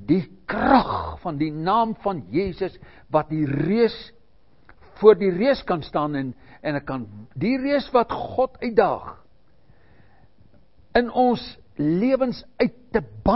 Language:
Afrikaans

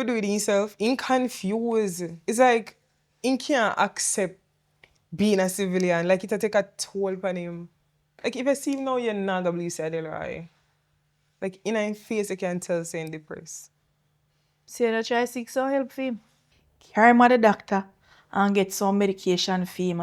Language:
Jamaican Creole English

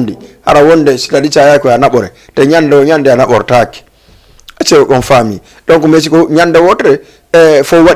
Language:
Fula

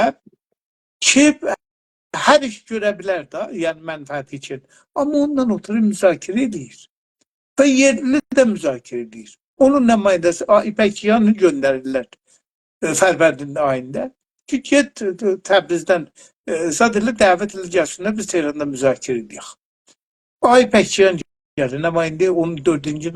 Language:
South Azerbaijani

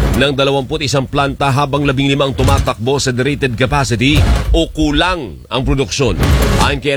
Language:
Filipino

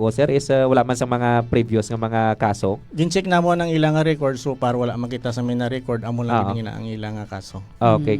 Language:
Hiligaynon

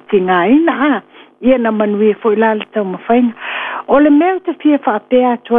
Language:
Samoan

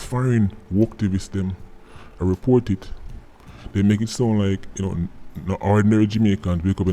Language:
Jamaican Creole English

